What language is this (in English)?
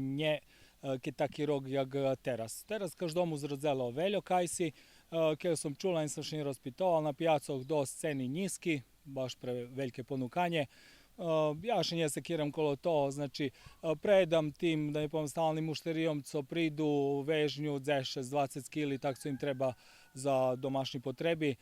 Rusyn